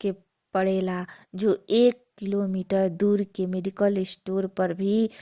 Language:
Bhojpuri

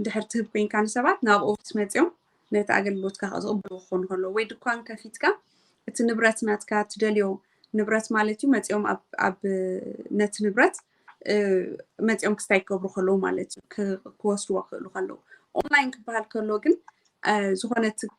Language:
Tigrinya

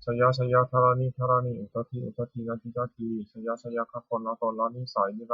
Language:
Pali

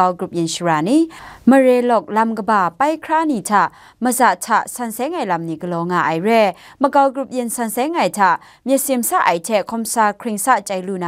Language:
Kachin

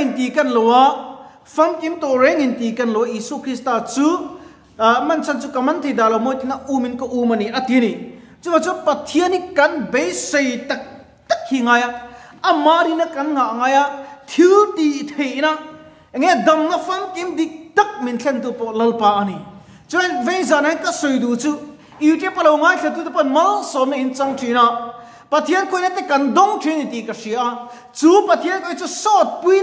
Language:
Mizo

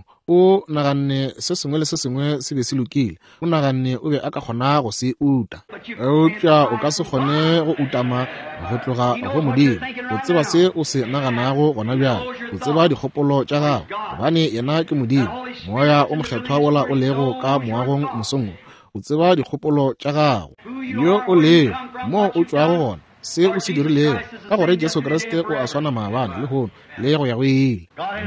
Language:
Northern Sotho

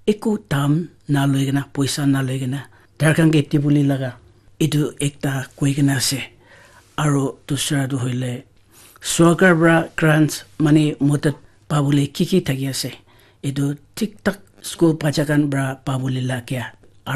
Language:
Naga Pidgin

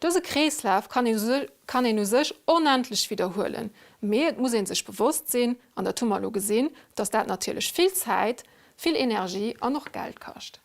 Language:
Luxembourgish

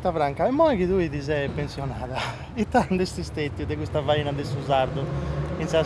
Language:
Sardinian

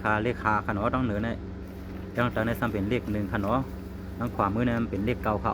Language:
Shan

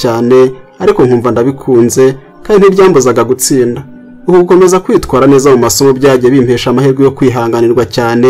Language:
Kinyarwanda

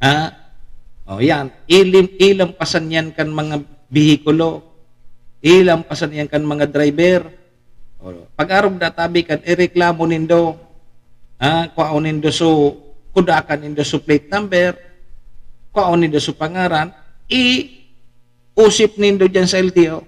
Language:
Bikol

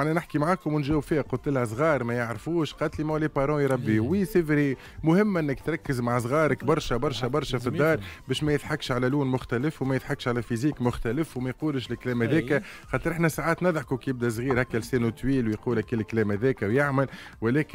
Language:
Tunisian Arabic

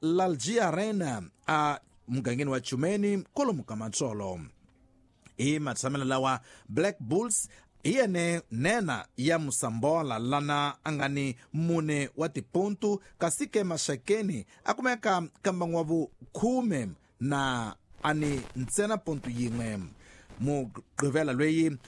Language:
Tsonga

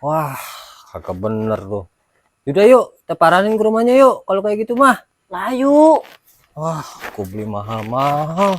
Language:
Betawi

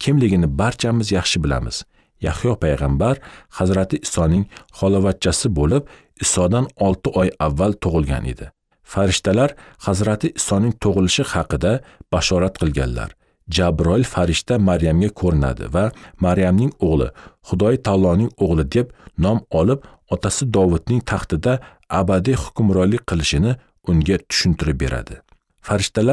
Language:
Uzbek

